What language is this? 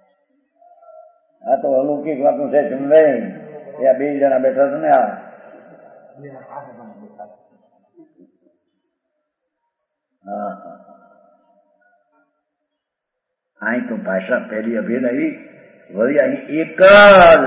Gujarati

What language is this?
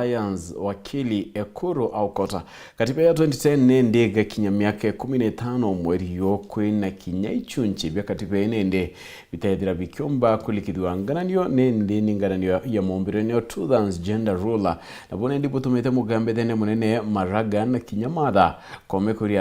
Meru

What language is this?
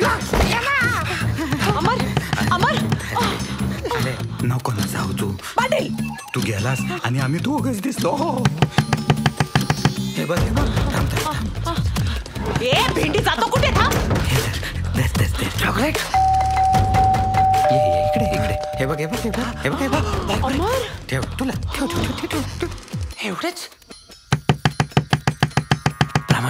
Marathi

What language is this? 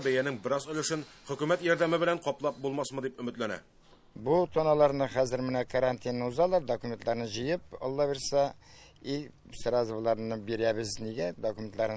Tatar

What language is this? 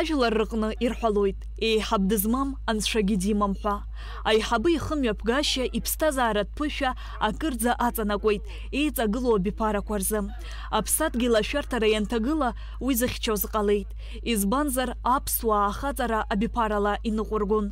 Abkhazian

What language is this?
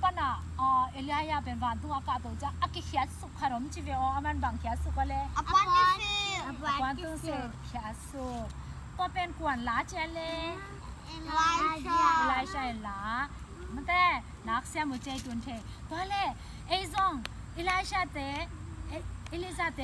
Tedim Chin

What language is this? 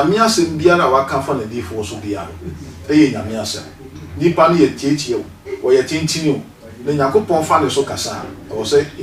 Akan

